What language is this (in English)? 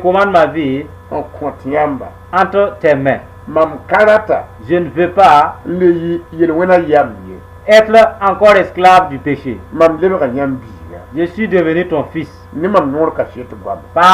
Mossi